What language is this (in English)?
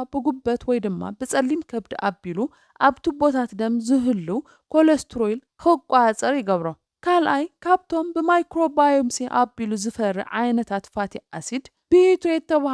Tigrinya